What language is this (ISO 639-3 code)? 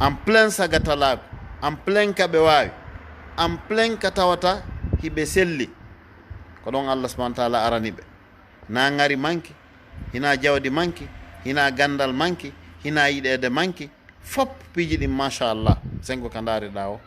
ful